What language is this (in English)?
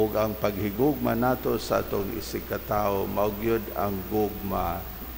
Cebuano